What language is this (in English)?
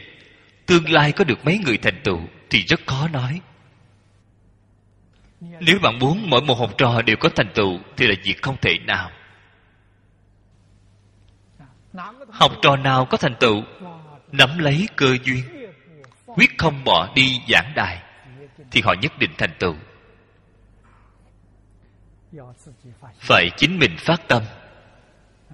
Vietnamese